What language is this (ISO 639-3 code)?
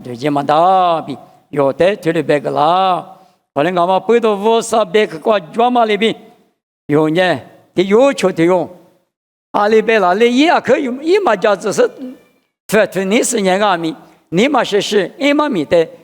lis